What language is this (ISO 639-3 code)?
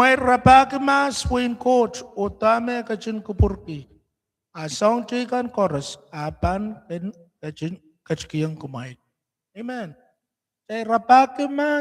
pon